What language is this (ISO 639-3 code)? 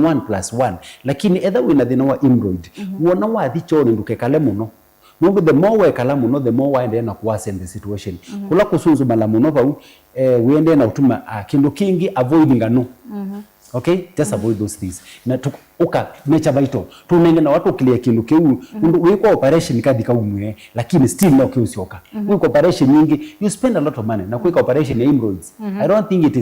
kam